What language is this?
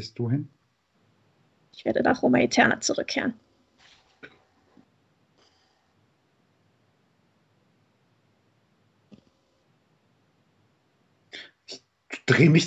German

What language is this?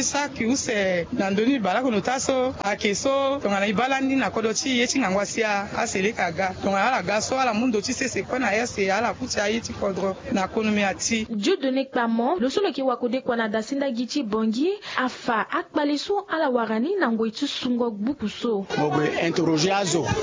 Sango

